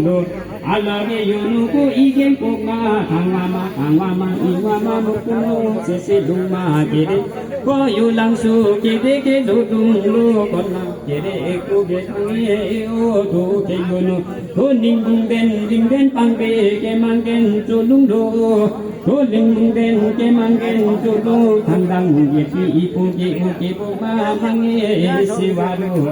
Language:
Limbu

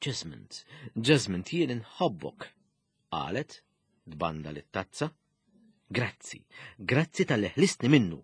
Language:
Maltese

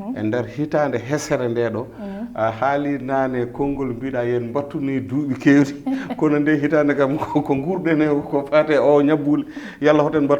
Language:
Fula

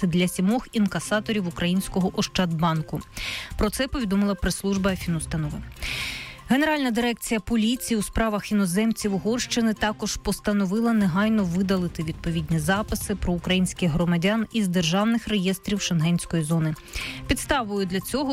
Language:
Ukrainian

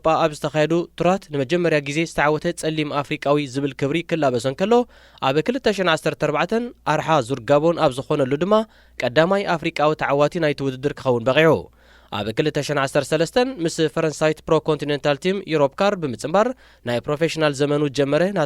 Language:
Tigrinya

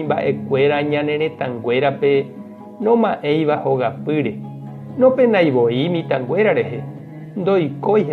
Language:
Guarani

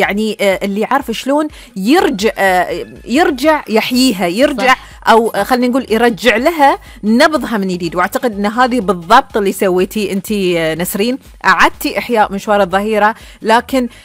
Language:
Gulf Arabic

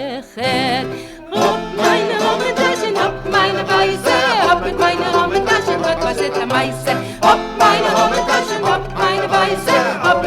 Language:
Yiddish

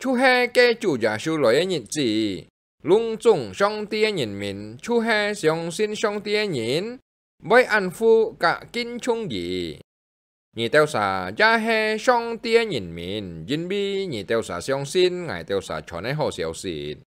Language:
Hakka Chinese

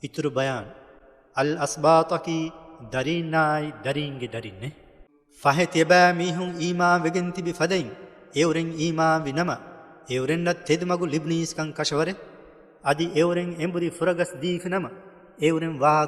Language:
Divehi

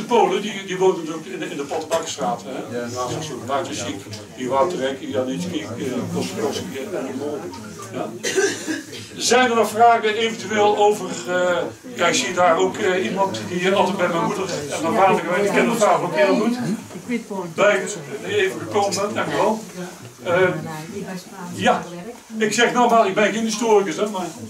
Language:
Dutch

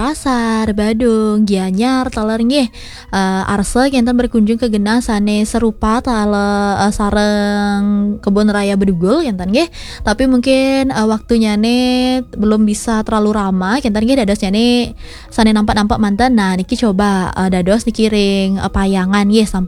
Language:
Balinese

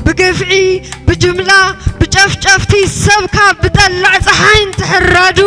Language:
Tigrinya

